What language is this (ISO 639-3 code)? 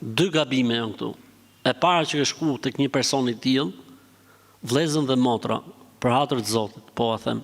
sqi